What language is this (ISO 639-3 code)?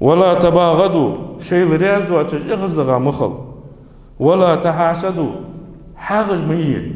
inh